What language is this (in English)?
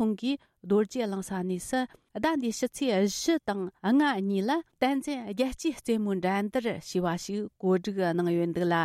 Tibetan